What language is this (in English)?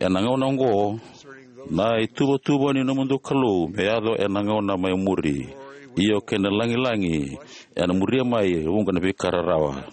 Fijian